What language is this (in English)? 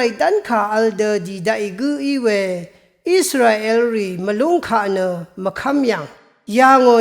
Rawang